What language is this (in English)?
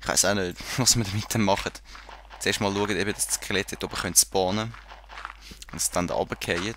Swiss German